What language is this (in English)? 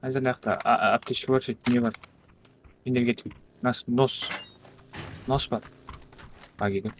Kara-Kalpak